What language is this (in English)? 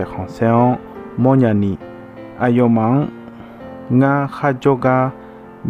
Akha